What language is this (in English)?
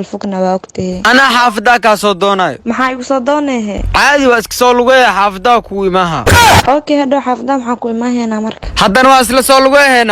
Somali